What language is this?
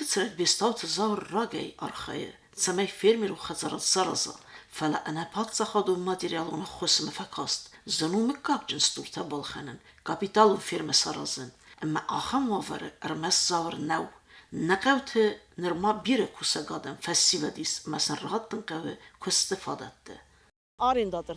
Ossetic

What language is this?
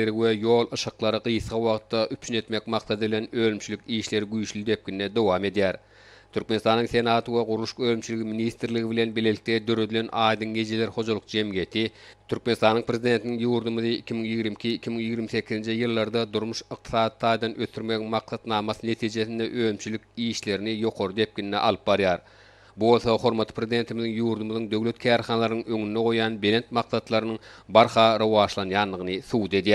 Turkmen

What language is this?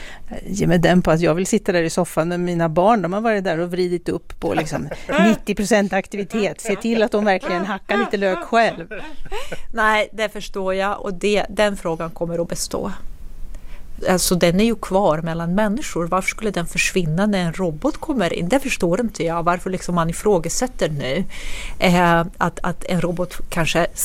Swedish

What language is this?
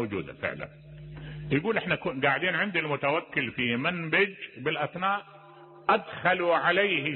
Mesopotamian Arabic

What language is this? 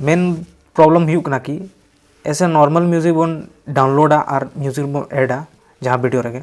Santali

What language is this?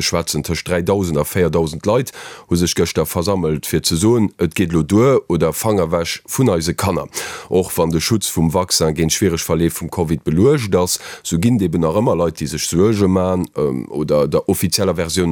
Luxembourgish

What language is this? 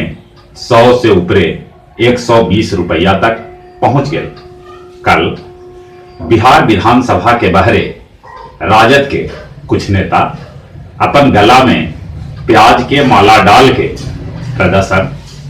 Magahi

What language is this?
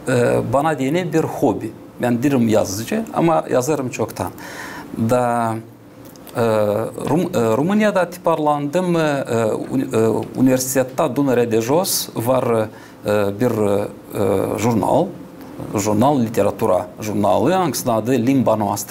Gagauz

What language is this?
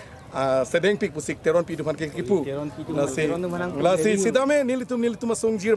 Karbi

